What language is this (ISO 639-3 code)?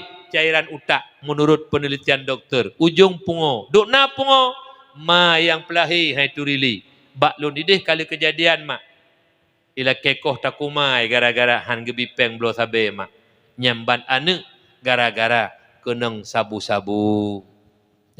ace